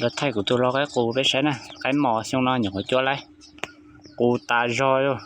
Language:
Hmong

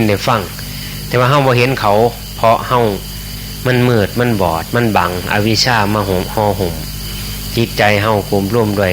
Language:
Northeastern Thai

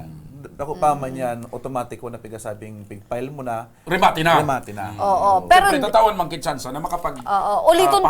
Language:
Bikol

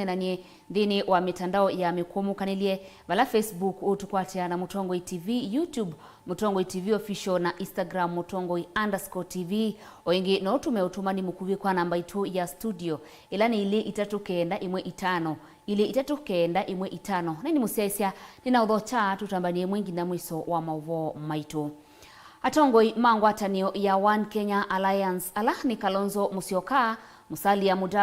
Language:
Kamba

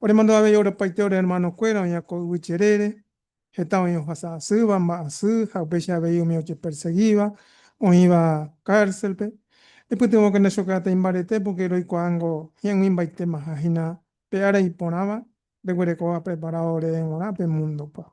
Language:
Guarani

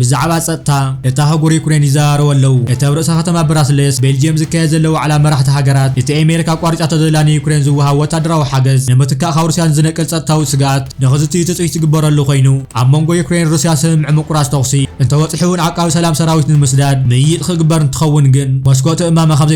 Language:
Tigrinya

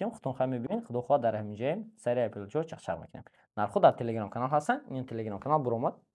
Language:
Tajik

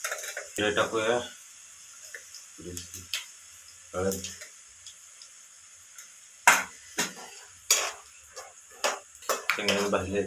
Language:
Marathi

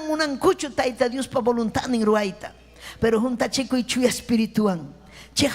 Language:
Ayacucho Quechua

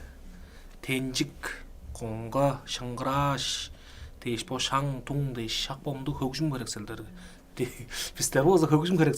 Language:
Tuvinian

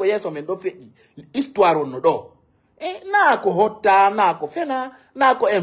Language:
Fula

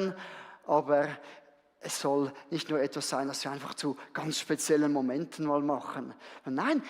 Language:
Swiss German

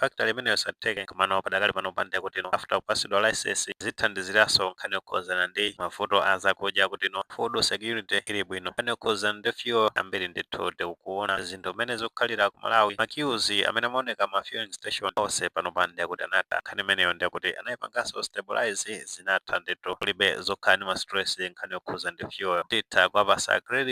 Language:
Nyanja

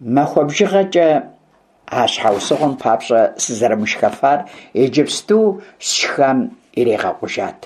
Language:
Kabardian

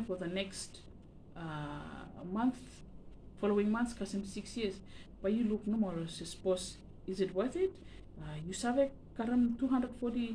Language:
Bislama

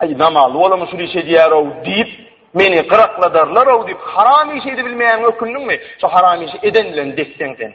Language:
Turkmen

